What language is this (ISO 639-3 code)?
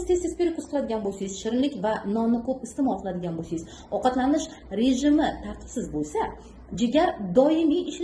uzb